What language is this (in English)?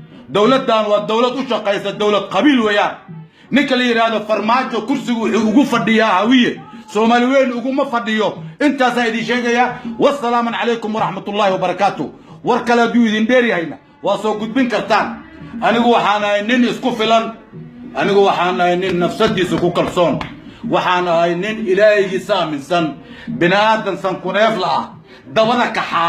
Somali